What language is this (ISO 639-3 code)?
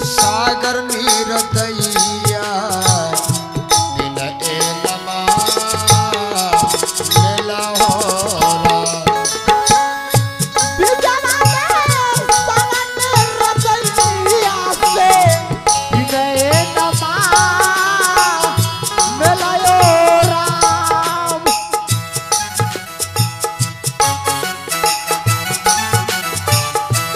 bho